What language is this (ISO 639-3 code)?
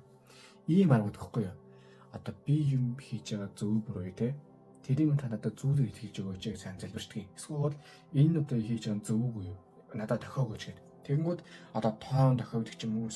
mon